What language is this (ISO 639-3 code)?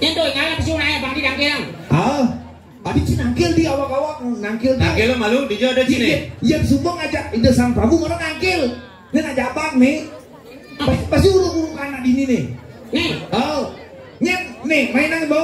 ban